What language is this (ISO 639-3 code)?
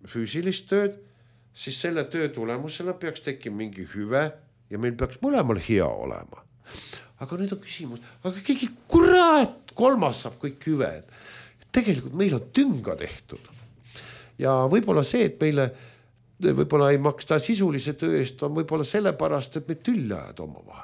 est